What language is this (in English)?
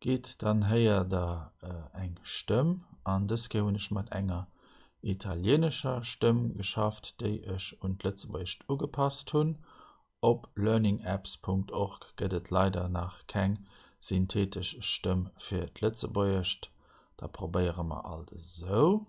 Luxembourgish